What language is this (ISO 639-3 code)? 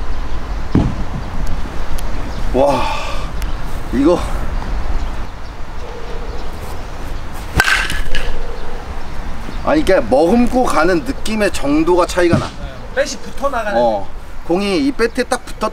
kor